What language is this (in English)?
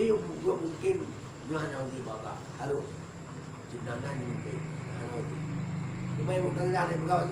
Achinese